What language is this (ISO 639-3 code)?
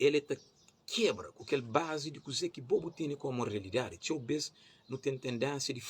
kea